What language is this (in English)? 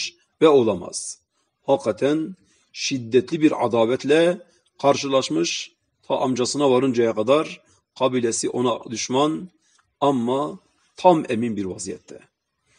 Turkish